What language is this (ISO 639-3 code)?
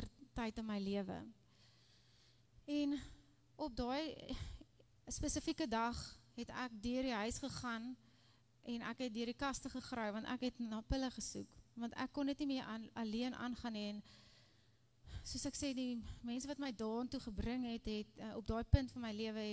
afr